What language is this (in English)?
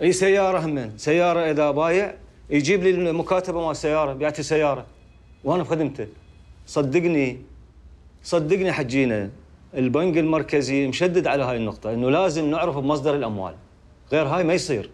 Mesopotamian Arabic